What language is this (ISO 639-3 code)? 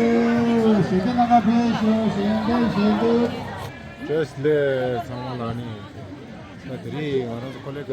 bod